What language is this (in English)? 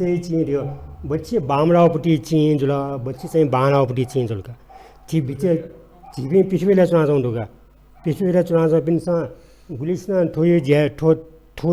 Newari